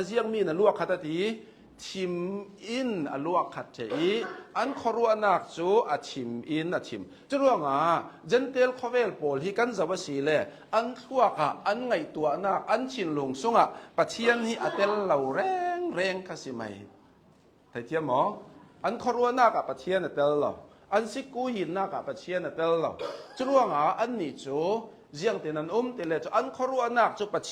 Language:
Hakha Chin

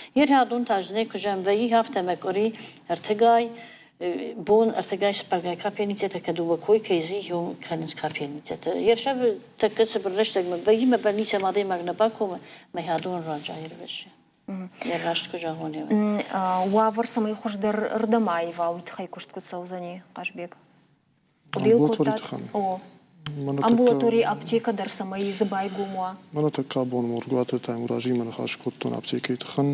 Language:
Ossetic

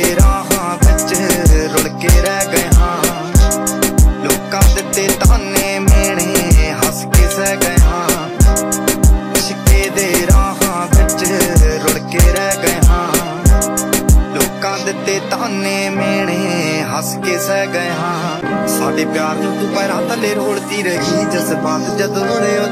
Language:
Punjabi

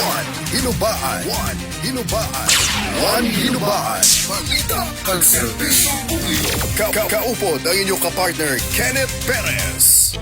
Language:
Hiligaynon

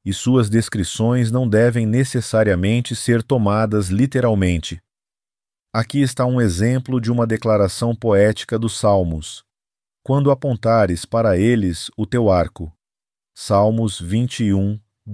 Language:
Portuguese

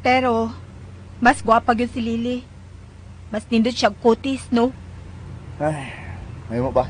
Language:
Cebuano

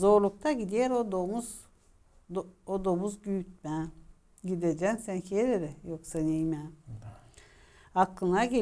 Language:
Gagauz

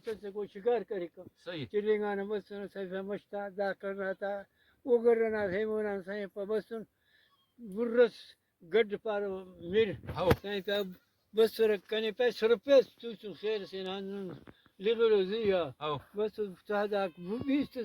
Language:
Brahui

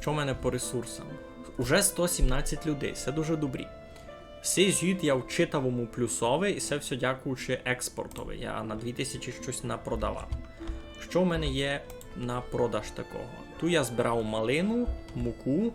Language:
Rusyn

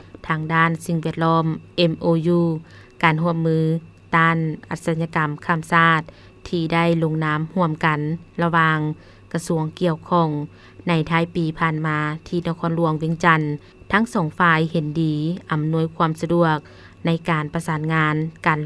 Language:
Lao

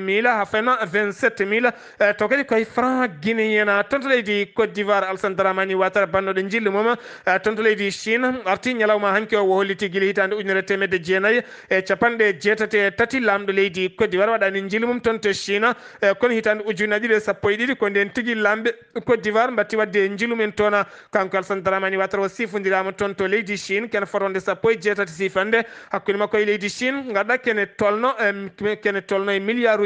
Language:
Fula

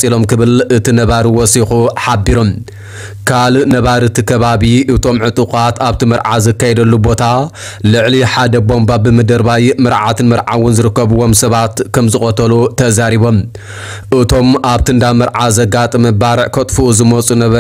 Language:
Tigrinya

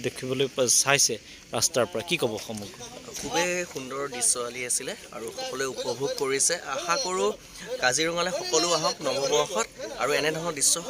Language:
Assamese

